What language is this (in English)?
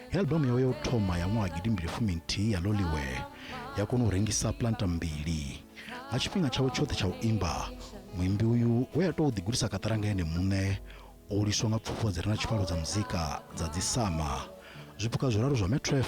Venda